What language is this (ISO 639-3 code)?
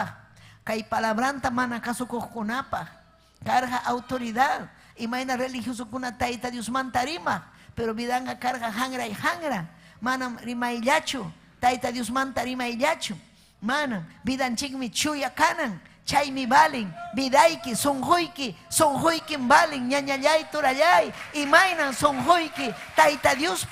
quy